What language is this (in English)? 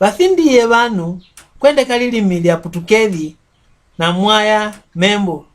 Mbunda